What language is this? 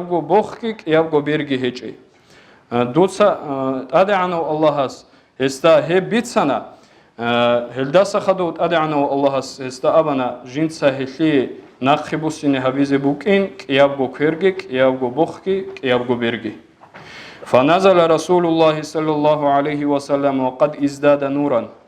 Avaric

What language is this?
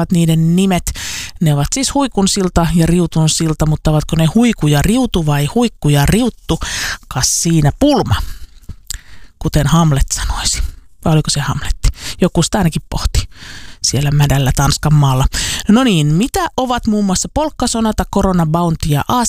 Finnish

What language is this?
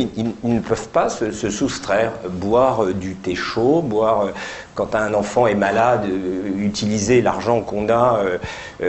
French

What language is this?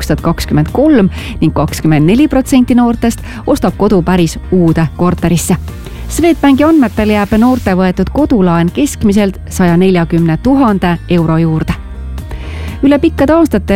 Estonian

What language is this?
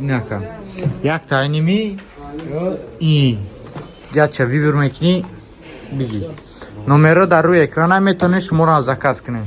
Tajik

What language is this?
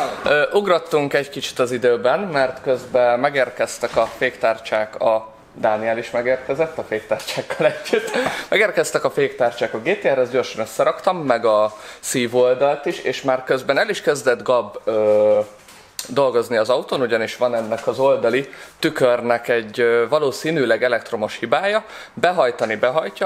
Hungarian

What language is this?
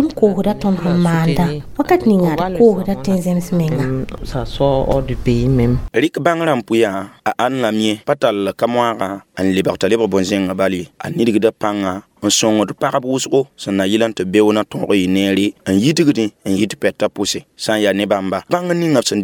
Mossi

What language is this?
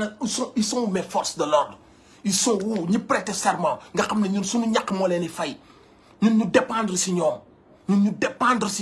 Wolof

